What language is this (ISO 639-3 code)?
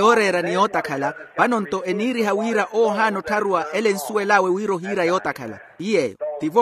vmw